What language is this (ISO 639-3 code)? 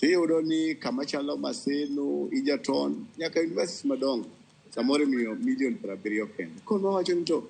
luo